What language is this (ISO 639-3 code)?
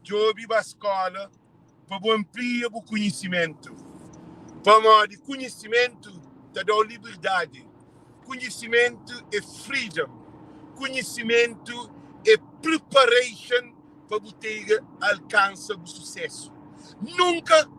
kea